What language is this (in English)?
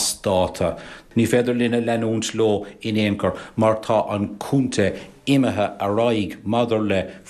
Irish